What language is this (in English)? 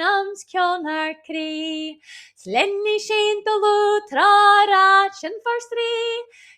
Scottish Gaelic